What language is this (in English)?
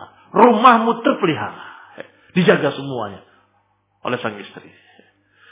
Indonesian